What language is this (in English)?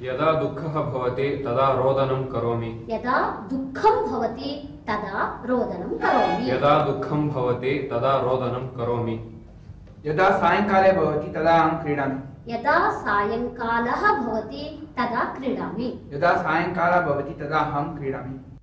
Sanskrit